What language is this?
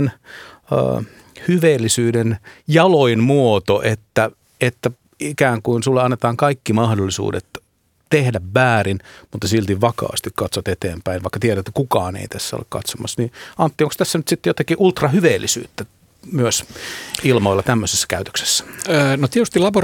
Finnish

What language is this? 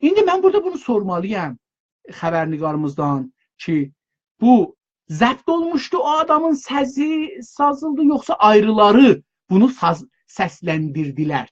South Azerbaijani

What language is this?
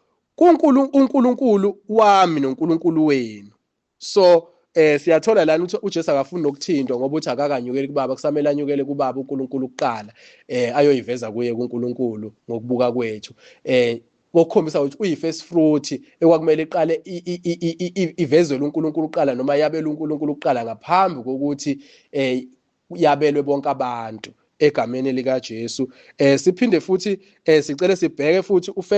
Zulu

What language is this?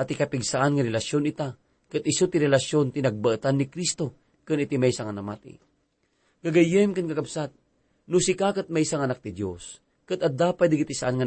Iloko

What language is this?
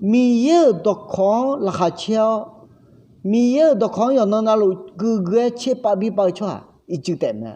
Akha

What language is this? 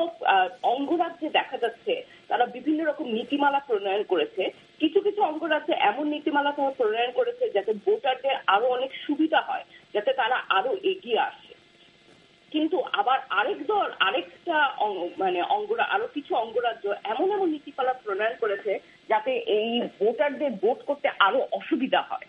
Bangla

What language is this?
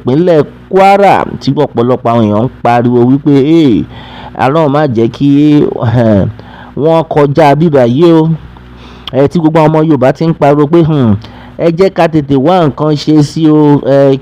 Yoruba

